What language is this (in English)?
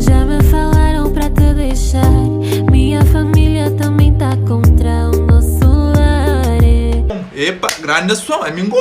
Kabuverdianu